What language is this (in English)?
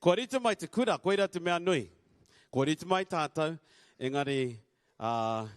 Māori